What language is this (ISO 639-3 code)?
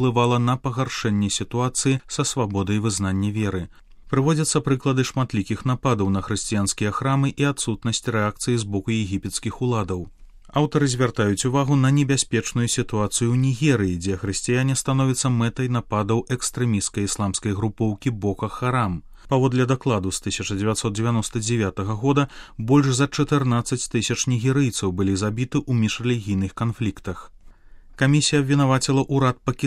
bel